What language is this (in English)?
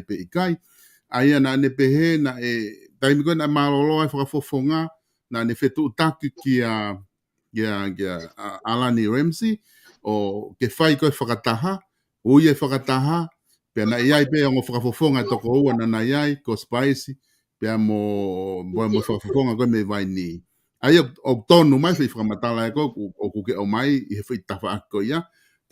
Tongan